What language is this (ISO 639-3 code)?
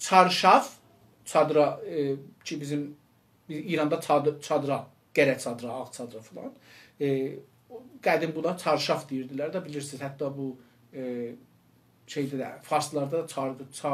azb